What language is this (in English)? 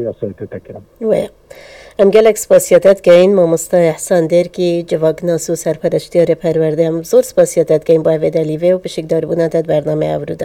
Kurdish